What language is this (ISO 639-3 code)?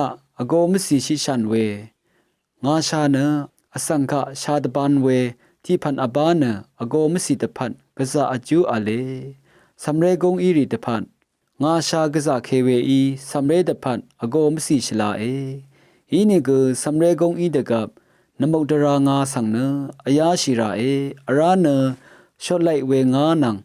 raw